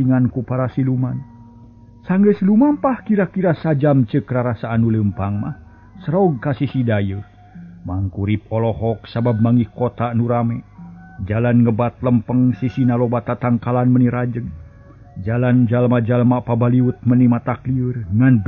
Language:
Sundanese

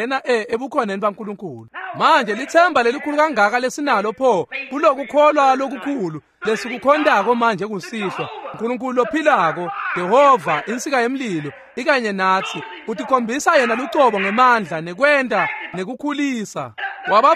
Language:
Swati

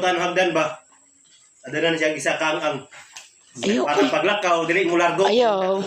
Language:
Cebuano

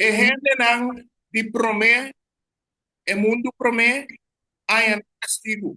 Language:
Papiamento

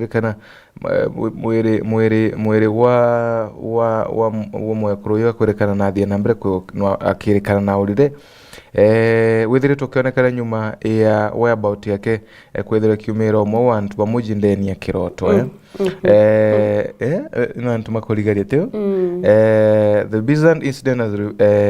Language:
Meru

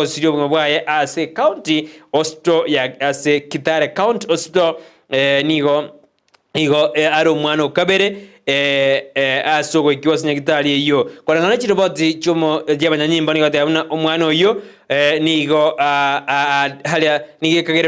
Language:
Gusii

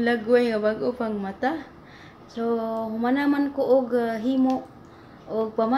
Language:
Cebuano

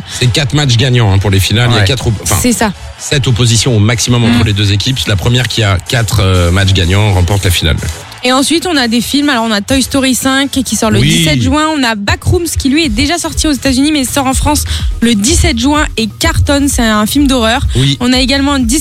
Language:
French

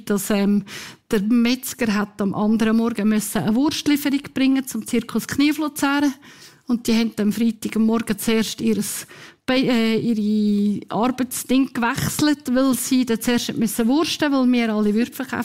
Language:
Swiss German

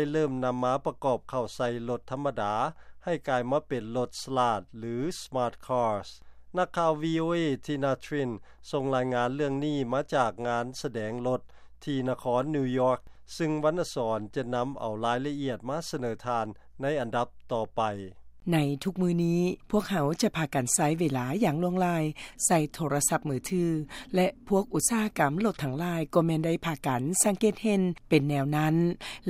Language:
Lao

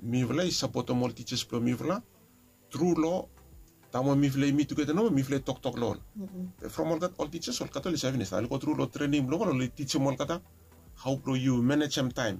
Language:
Bislama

